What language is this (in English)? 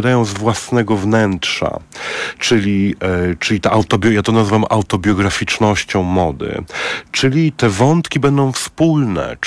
Polish